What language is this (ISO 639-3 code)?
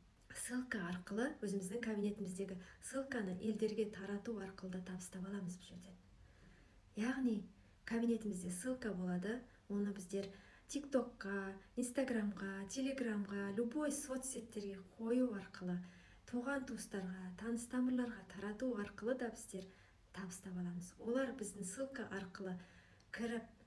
kaz